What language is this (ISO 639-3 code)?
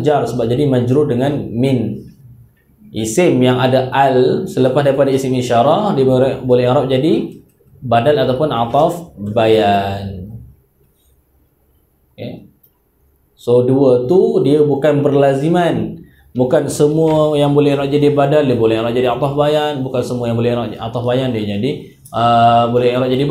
msa